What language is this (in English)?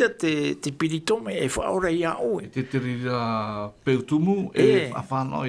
Tahitian